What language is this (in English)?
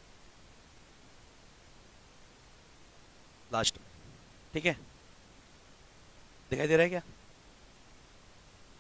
Hindi